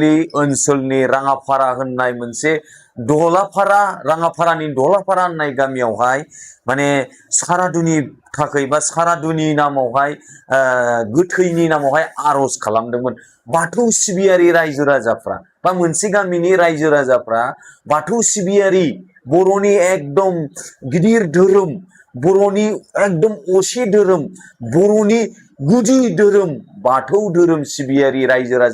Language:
Bodo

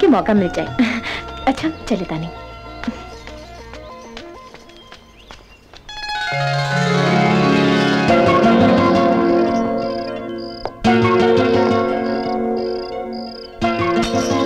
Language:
Bhojpuri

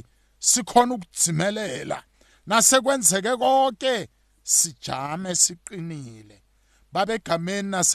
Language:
South Ndebele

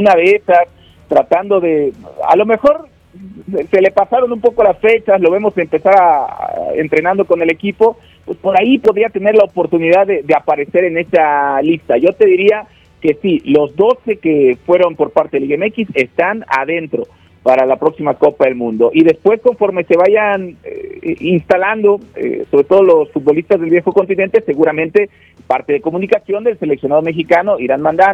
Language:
Spanish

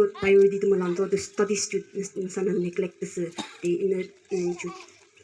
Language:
Yimchungru Naga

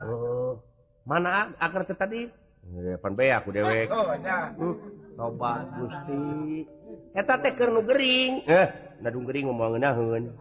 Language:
Sundanese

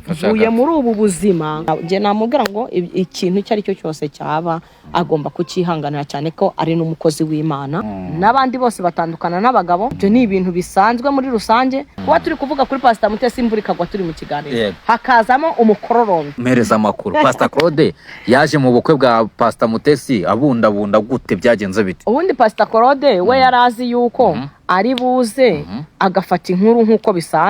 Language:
Kinyarwanda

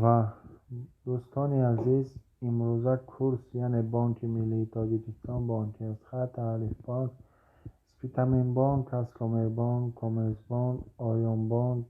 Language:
Tajik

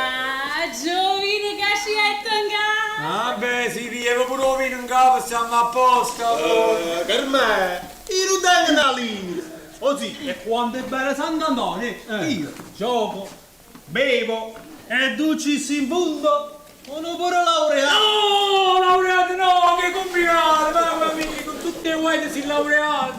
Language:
Neapolitan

